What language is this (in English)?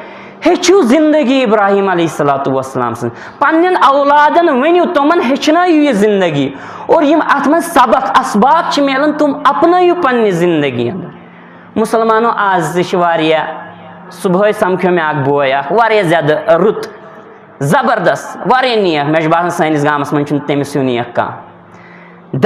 Kashmiri